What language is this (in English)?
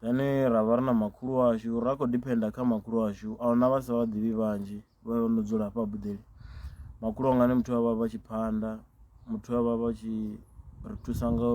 Venda